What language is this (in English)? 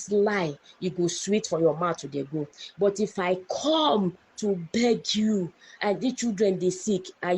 Igbo